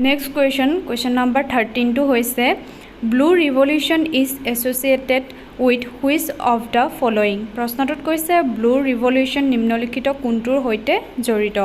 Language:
Assamese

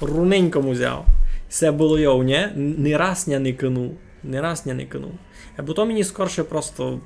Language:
Rusyn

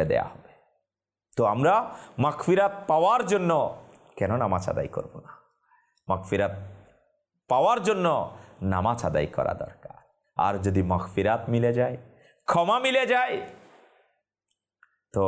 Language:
Bangla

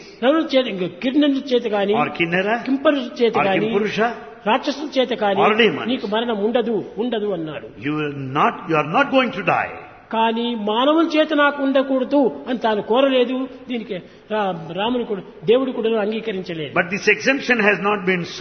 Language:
Telugu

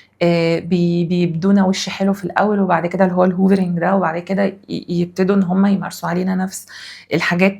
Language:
Egyptian Arabic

